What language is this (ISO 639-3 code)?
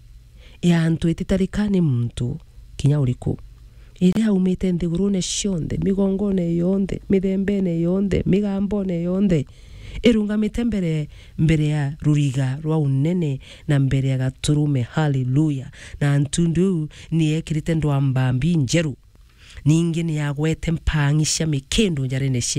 mer